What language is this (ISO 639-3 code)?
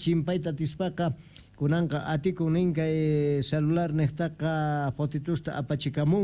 quh